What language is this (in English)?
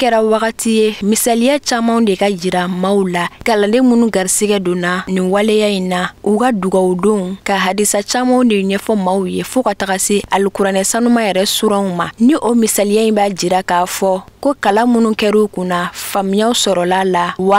Bambara